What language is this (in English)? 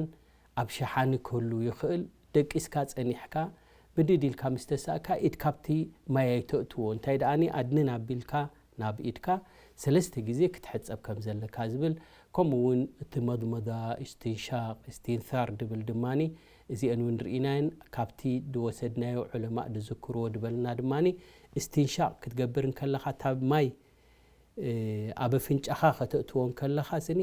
Tigrinya